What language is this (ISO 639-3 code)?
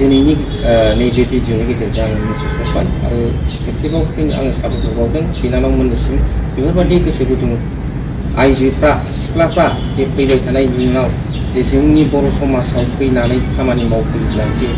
brx